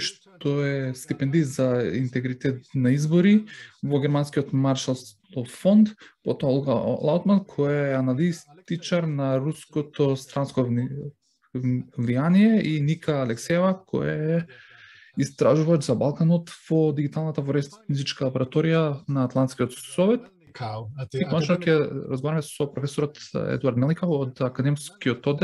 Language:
Macedonian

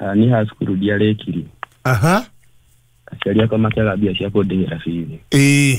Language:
Kikuyu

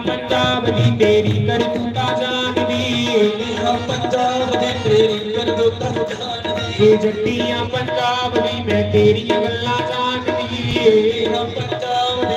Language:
Dogri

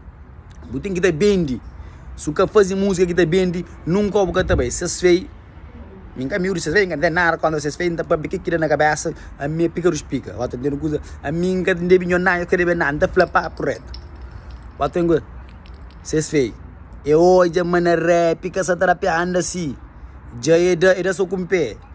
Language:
Kabuverdianu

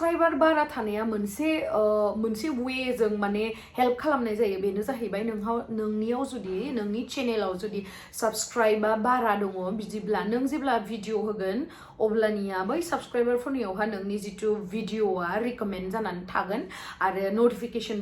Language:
Bodo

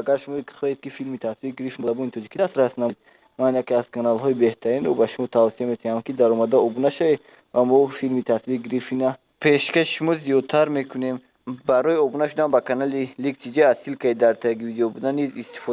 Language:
Tajik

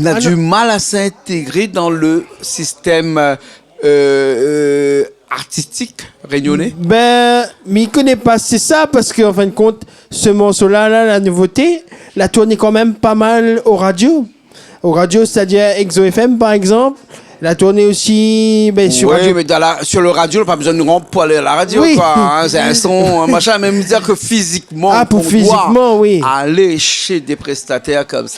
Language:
Réunion Creole French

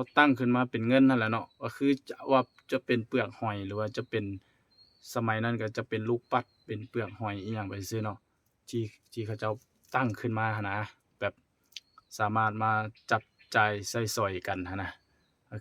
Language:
Lao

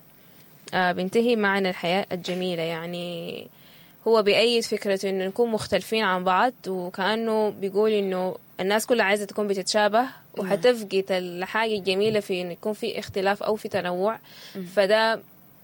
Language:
Sudanese Arabic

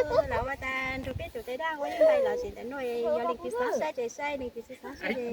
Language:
Hmong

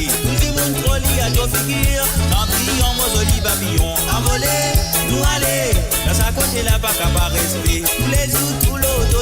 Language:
Morisyen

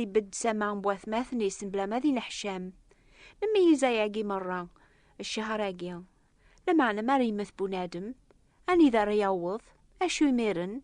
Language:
Kabyle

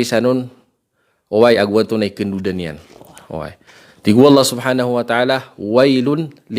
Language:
Maranao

